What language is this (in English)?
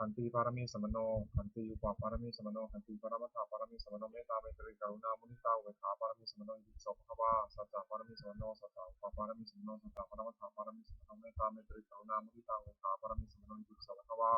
Pali